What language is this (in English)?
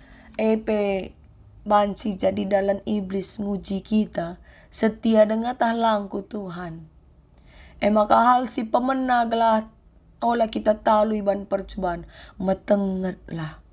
Batak Karo